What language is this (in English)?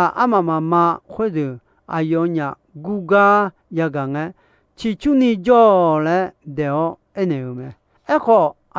Akha